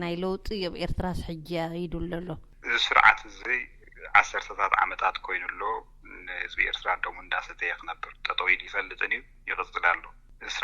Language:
Tigrinya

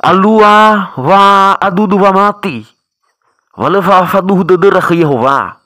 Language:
Nias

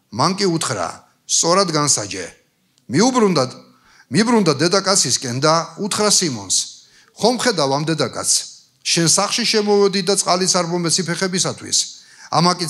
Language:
Georgian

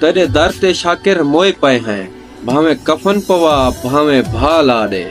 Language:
Saraiki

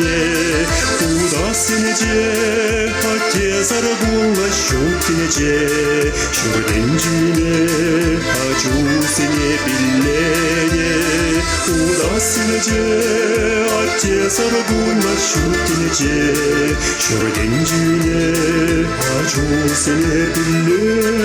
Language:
Chuvash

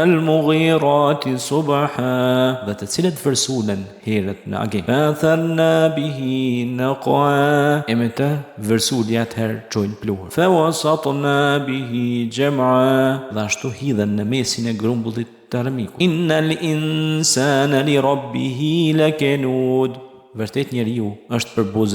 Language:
Albanian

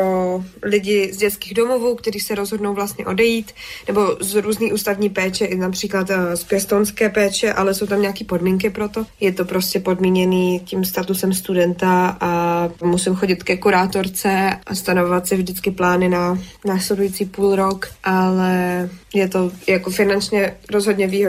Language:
Czech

